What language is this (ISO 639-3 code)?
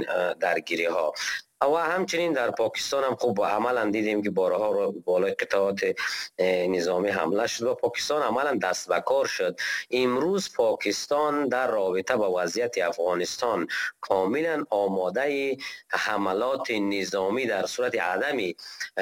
fas